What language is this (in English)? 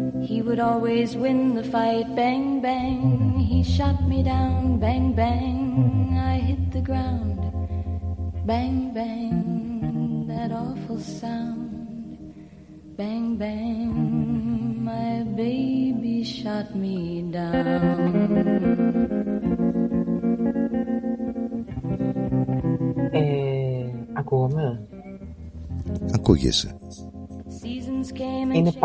Greek